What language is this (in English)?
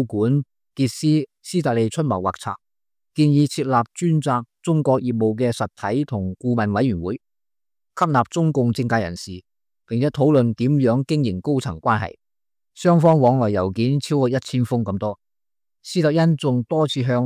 Cantonese